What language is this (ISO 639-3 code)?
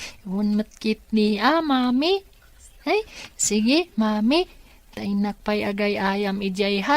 ilo